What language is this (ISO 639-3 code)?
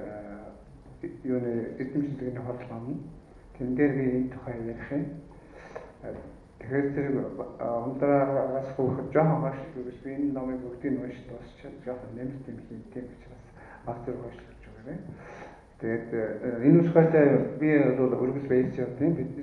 mon